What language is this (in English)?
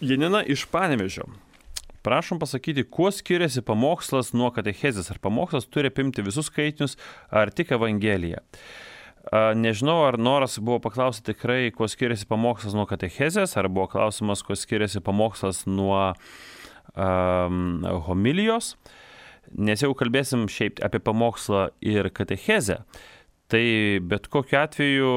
Lithuanian